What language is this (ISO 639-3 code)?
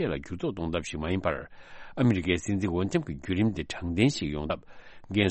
bod